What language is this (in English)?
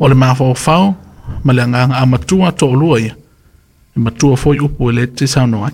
Samoan